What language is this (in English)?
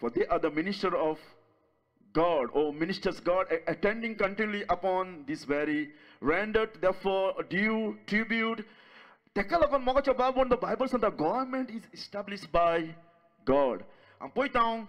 Konkani